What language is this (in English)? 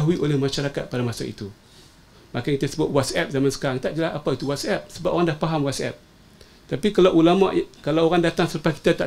Malay